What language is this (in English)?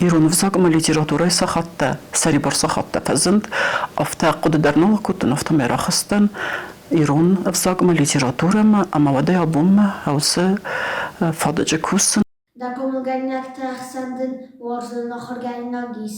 Ossetic